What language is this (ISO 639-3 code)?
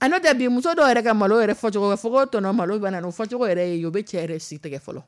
dyu